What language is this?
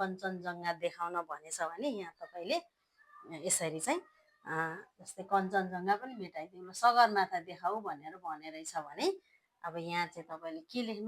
Nepali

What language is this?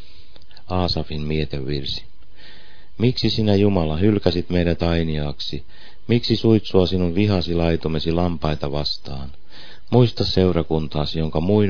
Finnish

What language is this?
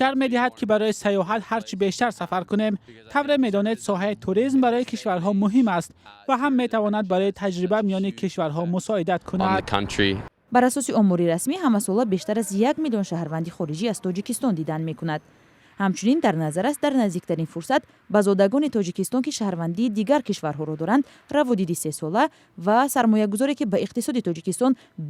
Tajik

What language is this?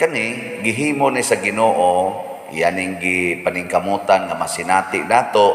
Cebuano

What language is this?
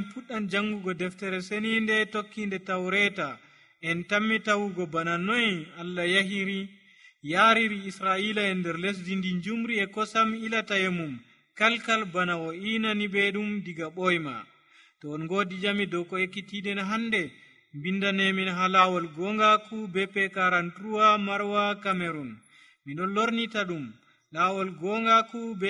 Nigerian Fulfulde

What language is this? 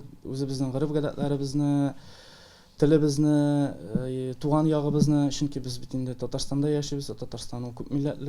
Tatar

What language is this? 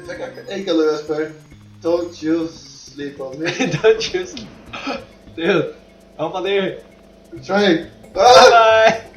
Faroese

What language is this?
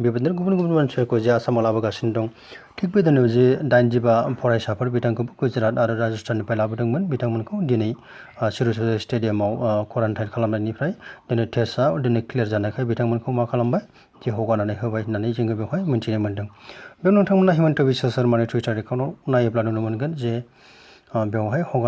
Bodo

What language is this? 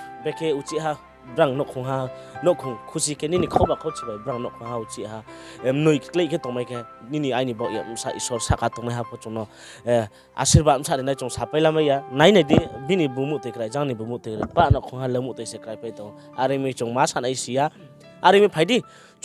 Riang (India)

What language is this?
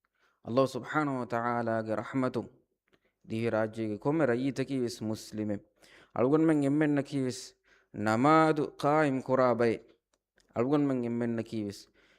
Divehi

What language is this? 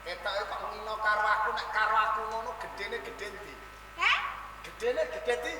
Javanese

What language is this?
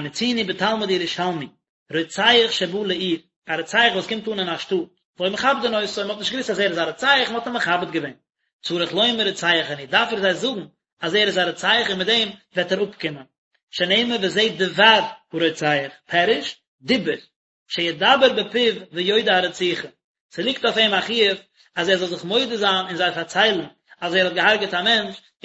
Yiddish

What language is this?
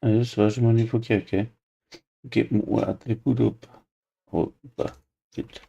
Bavarian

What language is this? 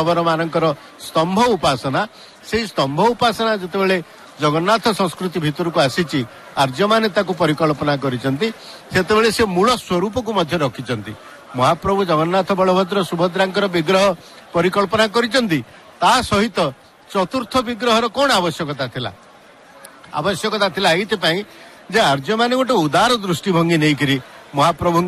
Odia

